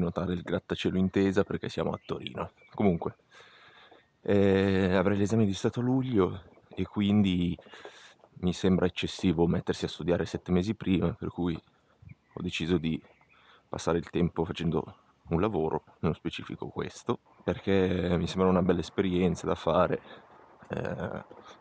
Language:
Italian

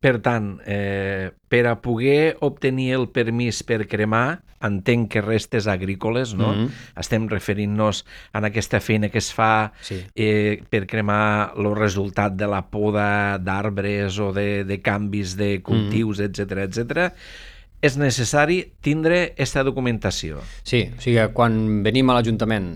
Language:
Catalan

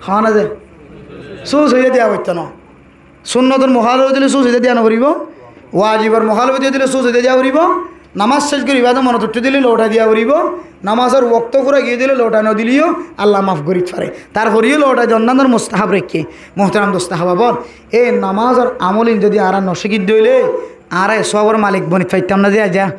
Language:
Rohingya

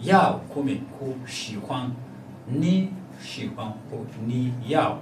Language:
Hausa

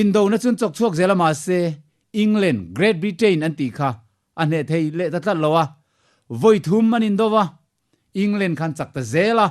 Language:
Mizo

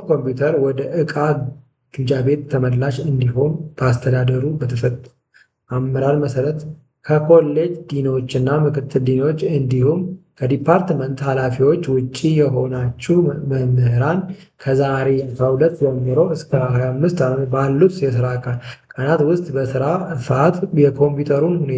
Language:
Amharic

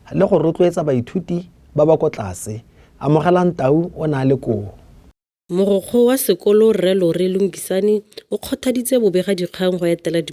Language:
Tswana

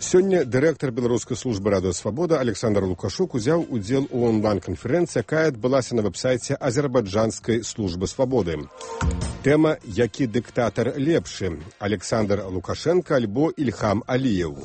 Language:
Belarusian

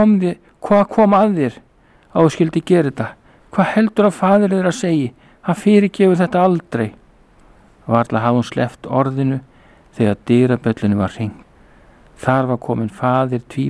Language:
Icelandic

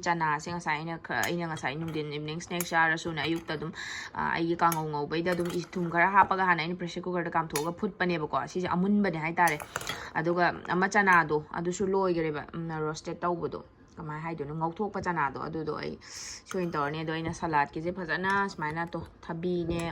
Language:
Manipuri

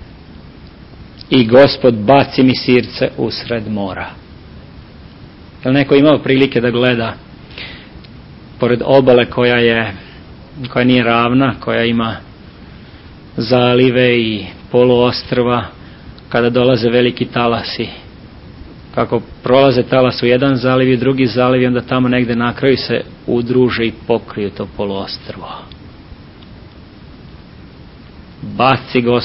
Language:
Serbian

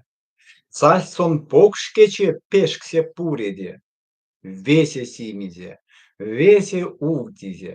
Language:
Erzya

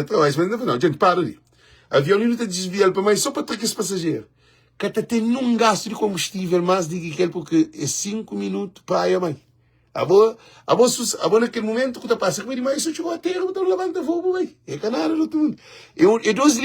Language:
Kabuverdianu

